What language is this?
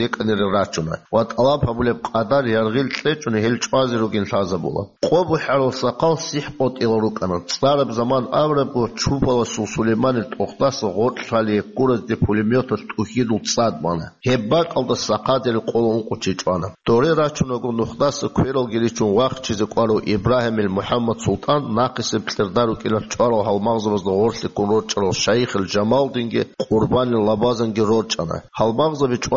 Avaric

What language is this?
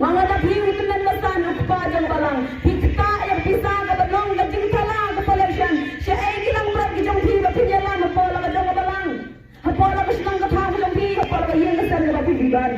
Khasi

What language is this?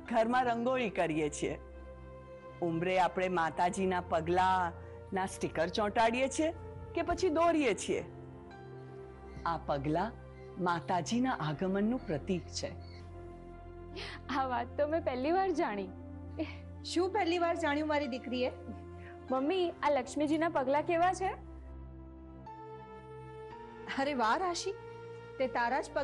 Gujarati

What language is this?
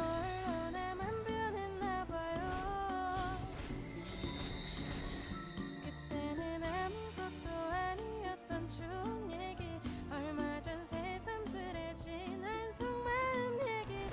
Korean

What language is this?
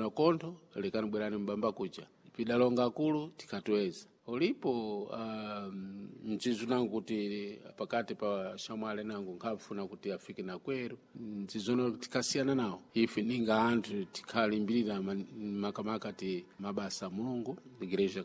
Sena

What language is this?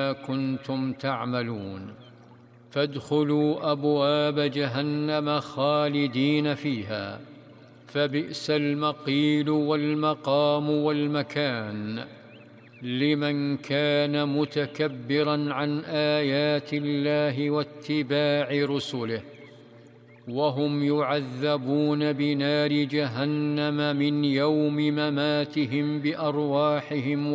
Arabic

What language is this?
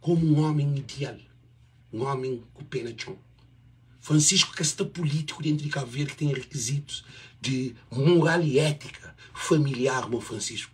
Kabuverdianu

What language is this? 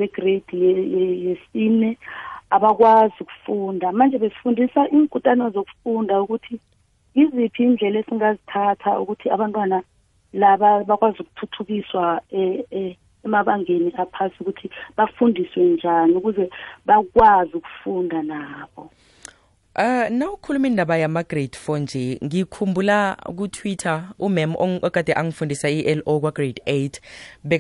South Ndebele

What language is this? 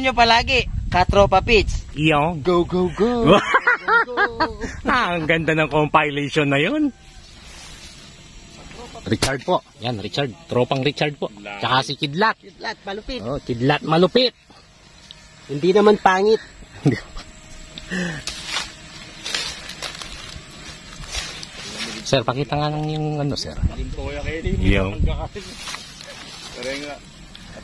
Filipino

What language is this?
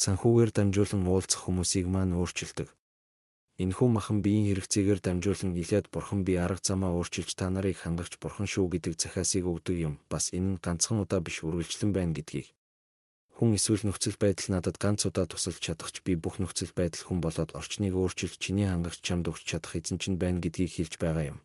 Mongolian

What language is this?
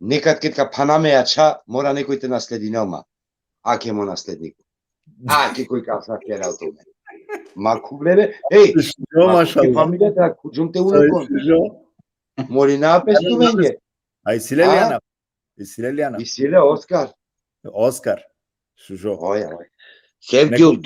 Balkan Romani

